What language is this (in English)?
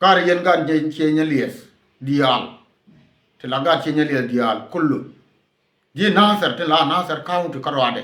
Nuer